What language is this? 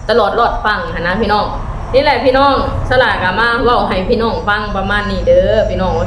Lao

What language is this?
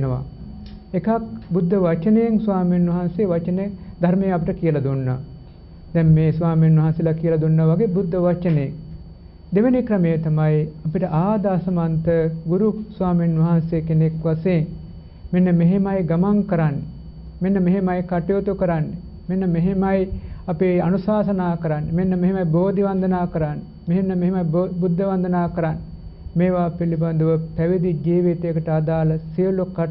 Sinhala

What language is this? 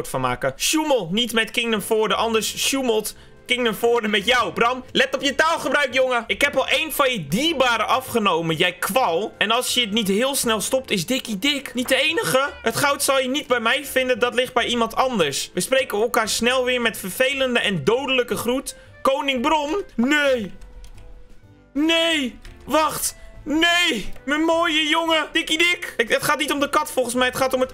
Dutch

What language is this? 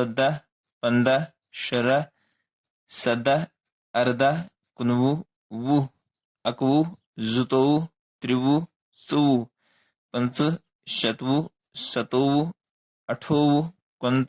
Kashmiri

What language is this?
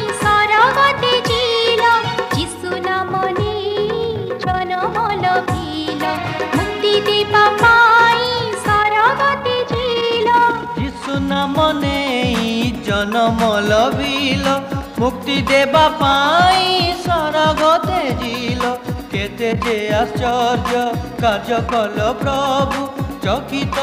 Odia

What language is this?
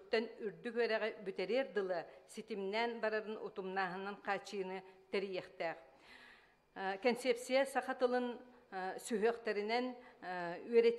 Yakut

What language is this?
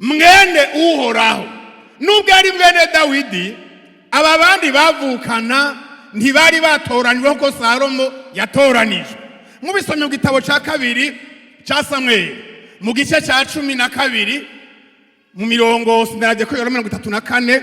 Rundi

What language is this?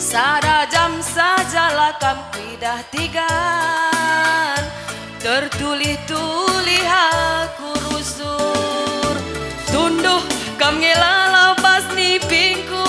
Batak Karo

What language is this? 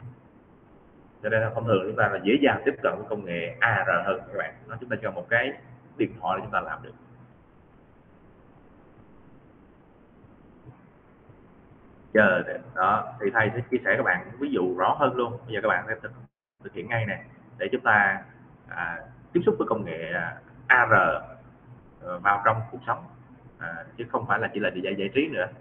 Vietnamese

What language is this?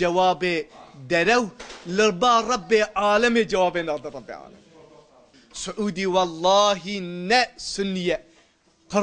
Kurdish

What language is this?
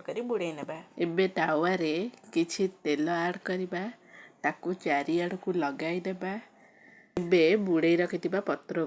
Odia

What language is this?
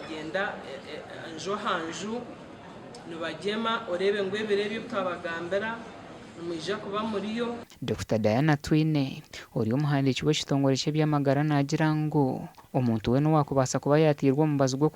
Nyankole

